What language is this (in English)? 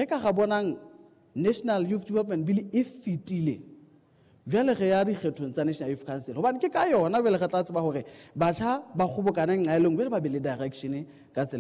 Southern Sotho